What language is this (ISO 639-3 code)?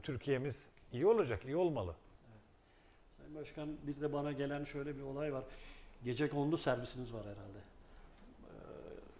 tur